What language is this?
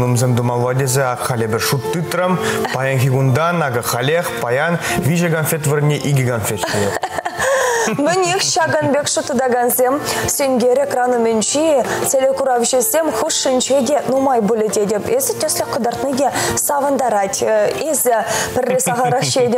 Chuvash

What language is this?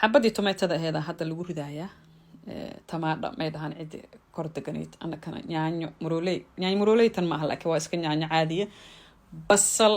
Somali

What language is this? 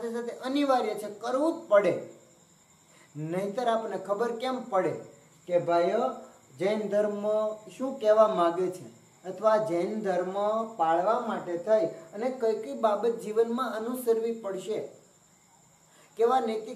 Gujarati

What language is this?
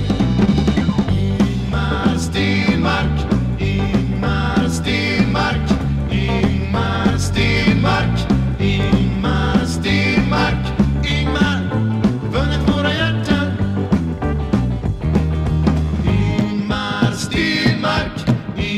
Swedish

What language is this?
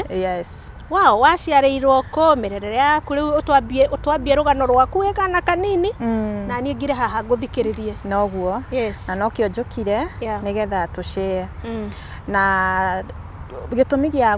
Kikuyu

